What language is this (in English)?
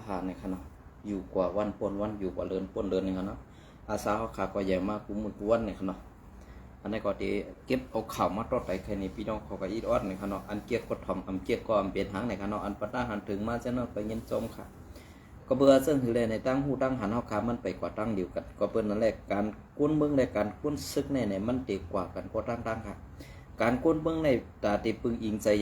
Shan